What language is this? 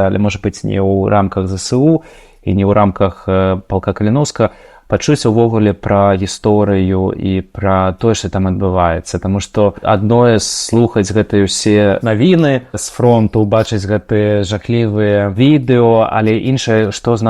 Belarusian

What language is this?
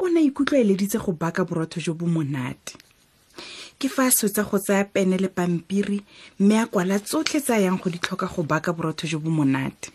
Tswana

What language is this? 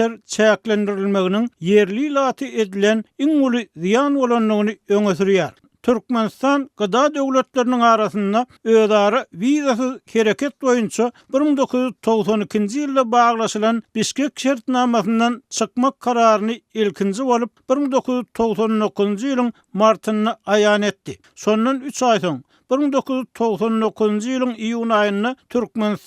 Turkmen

